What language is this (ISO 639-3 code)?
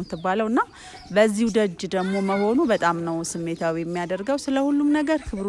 amh